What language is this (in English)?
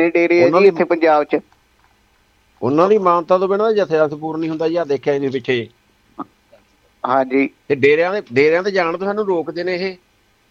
Punjabi